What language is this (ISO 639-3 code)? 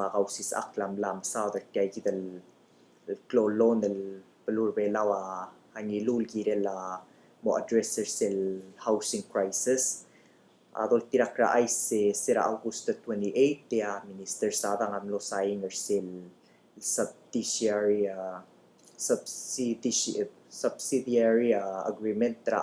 pau